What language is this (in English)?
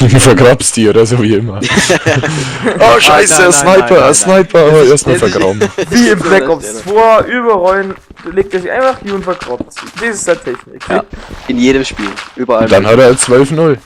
Bavarian